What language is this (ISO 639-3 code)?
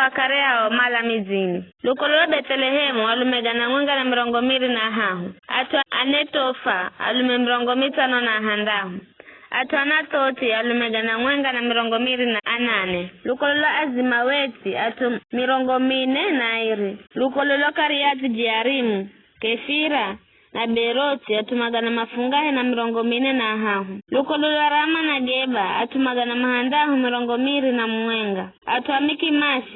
nyf